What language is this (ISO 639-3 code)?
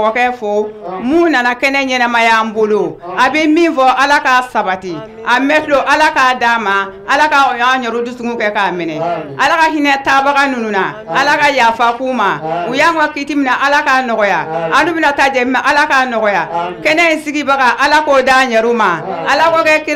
bam